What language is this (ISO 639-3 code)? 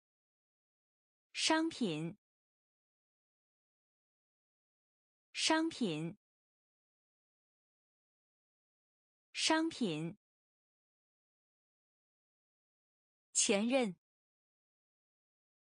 zho